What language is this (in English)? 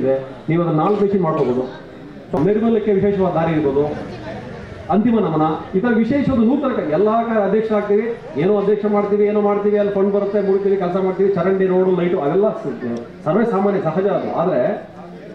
Kannada